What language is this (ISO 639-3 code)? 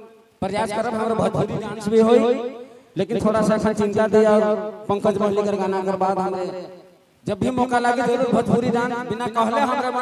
sck